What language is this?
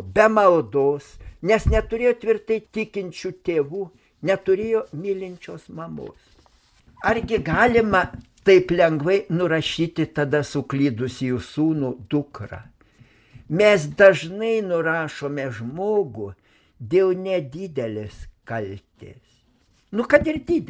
Lithuanian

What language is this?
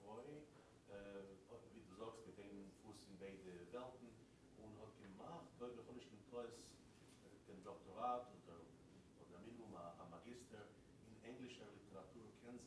Yiddish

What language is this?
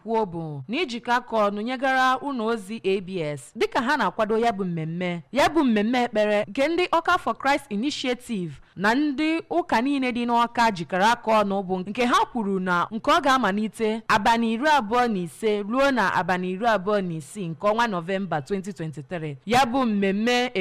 Igbo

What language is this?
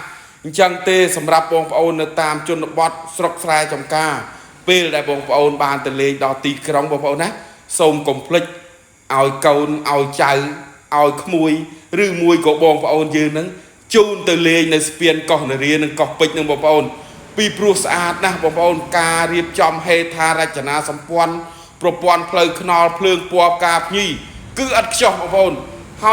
Khmer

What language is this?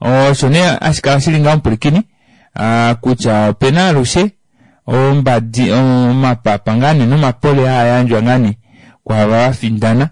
Kuanyama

